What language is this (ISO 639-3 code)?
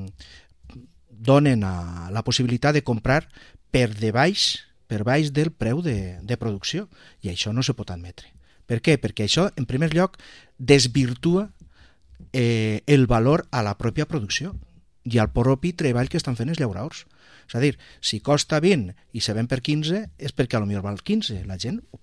cat